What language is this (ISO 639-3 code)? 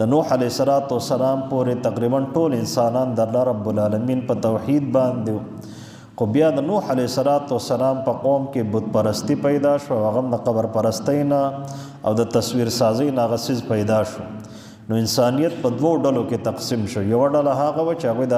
pus